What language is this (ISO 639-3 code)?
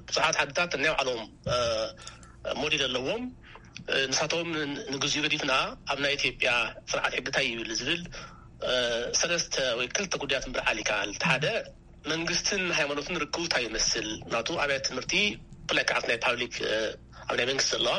tir